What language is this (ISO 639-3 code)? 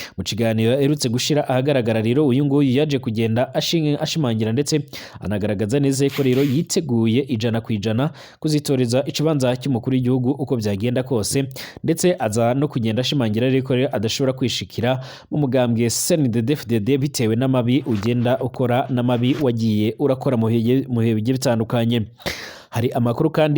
run